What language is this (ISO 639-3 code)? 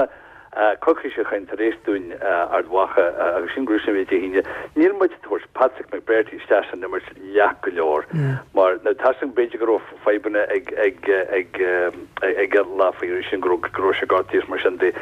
gle